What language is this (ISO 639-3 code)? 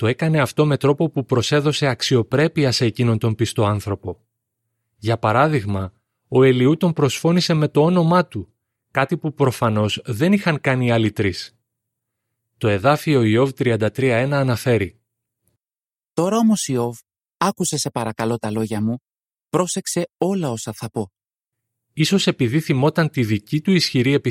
ell